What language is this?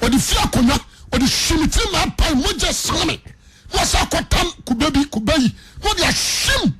Akan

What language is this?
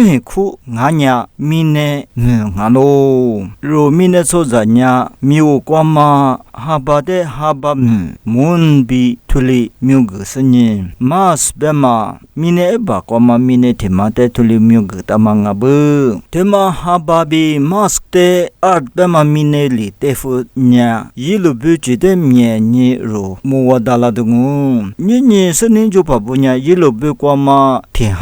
Lisu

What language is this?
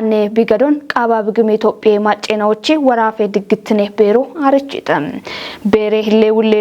Kafa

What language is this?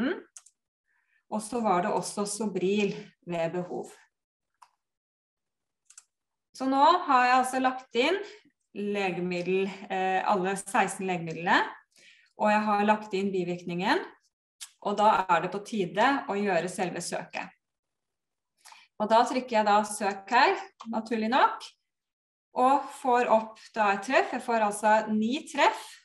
Norwegian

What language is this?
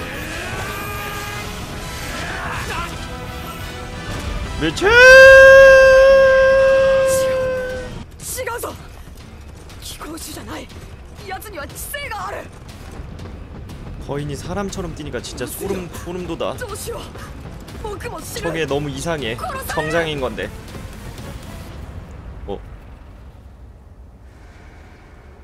Korean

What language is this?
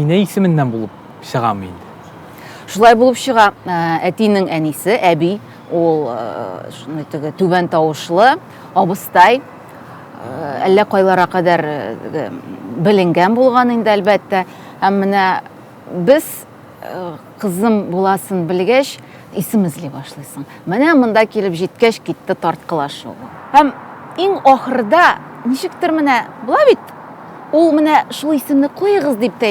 Tatar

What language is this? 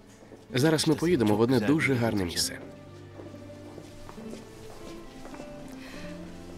Ukrainian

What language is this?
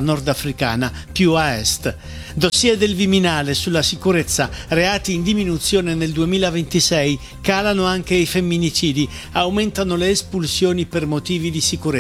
Italian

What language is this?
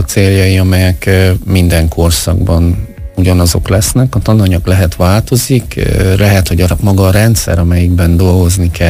Hungarian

